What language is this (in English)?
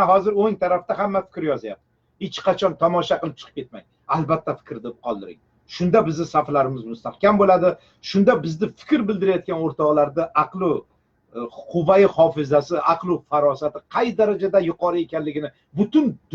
Uzbek